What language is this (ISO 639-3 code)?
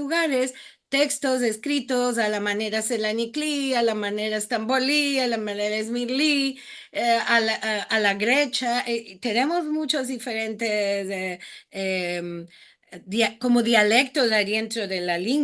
lad